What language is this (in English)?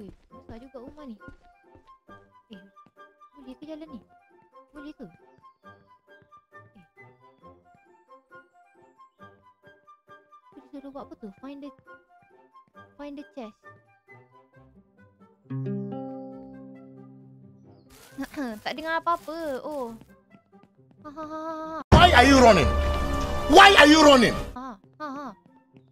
Malay